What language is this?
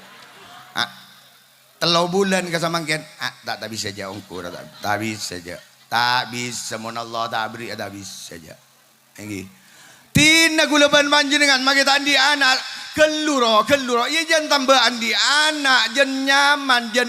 Madurese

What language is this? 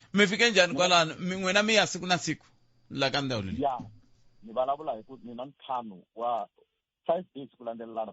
Tsonga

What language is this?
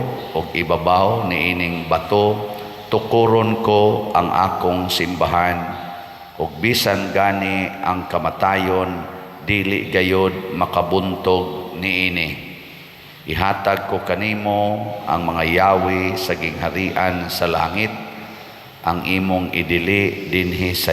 Cebuano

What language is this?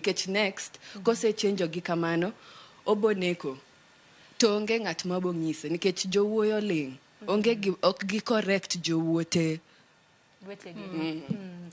Luo (Kenya and Tanzania)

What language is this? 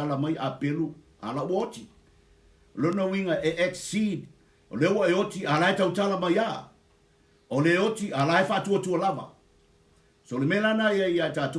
Samoan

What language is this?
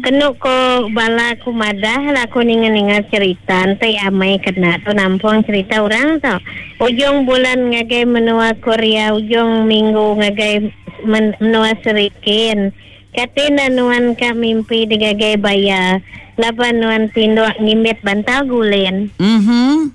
Iban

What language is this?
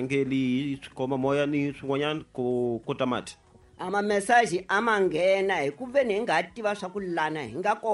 Tsonga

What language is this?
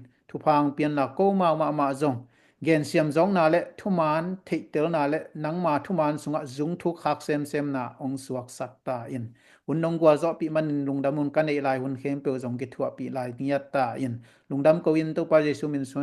Tedim Chin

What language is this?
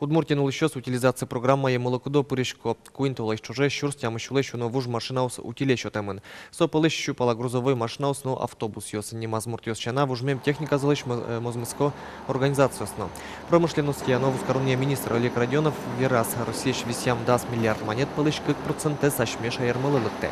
Udmurt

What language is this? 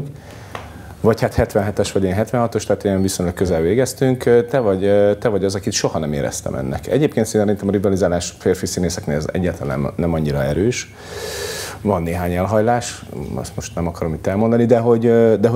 Hungarian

